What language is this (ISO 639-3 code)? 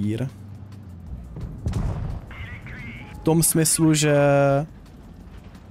ces